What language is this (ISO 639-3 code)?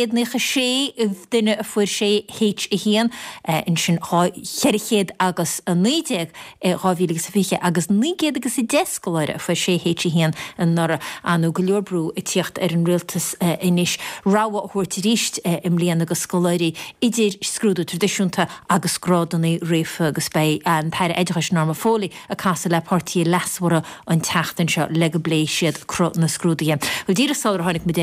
gle